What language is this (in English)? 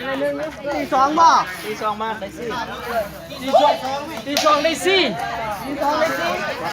Lao